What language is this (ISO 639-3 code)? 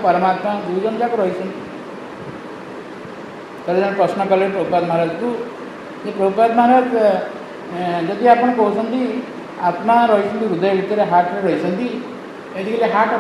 ori